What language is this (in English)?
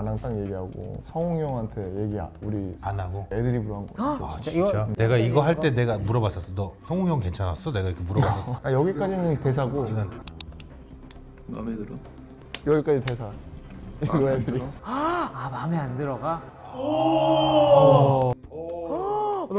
Korean